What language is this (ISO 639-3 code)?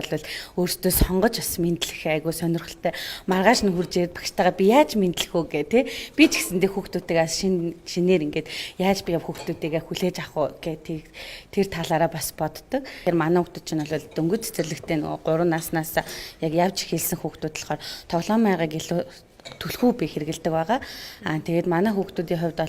mon